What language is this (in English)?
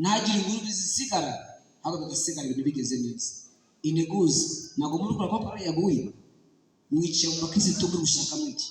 Kinyarwanda